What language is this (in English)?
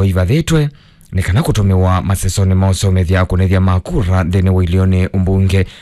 Kamba